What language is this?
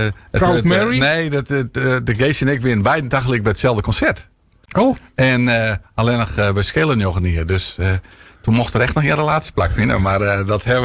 Western Frisian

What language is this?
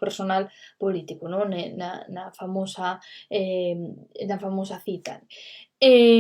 Asturian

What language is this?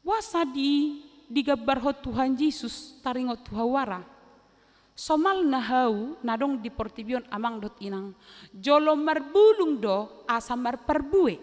Batak Toba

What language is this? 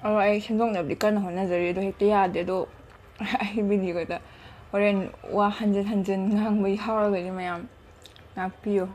Manipuri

